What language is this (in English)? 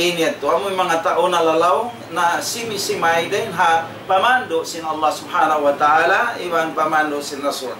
Tausug